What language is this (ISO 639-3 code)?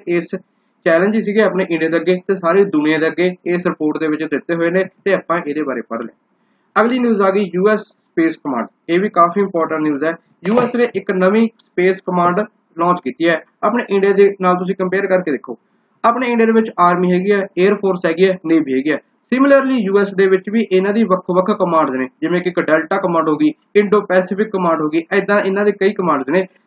pan